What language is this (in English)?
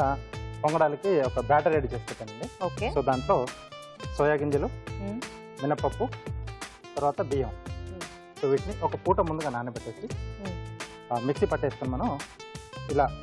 Telugu